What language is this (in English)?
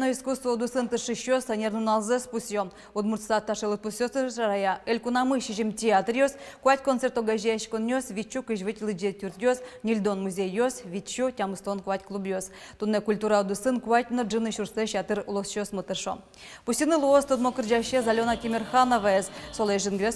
Udmurt